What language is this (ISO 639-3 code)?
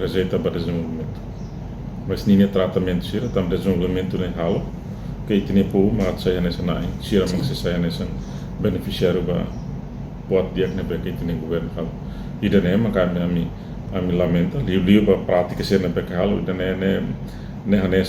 tet